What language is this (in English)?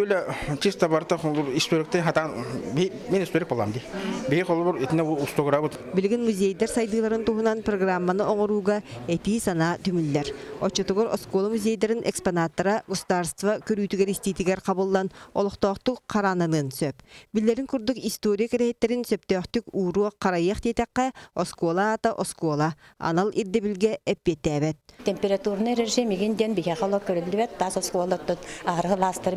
Yakut